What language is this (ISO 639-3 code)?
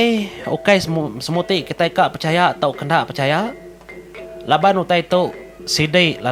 iba